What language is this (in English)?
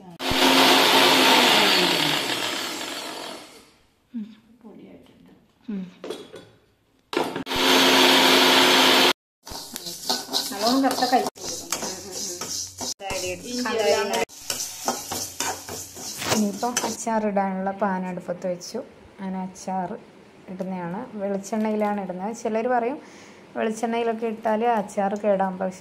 Malayalam